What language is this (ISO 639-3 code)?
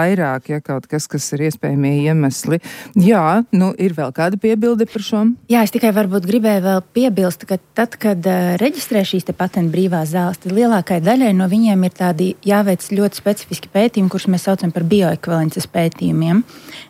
lav